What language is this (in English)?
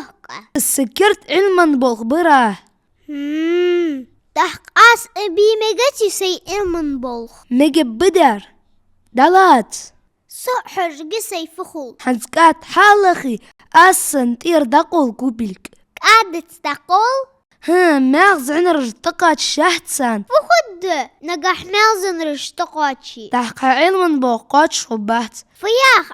Ingush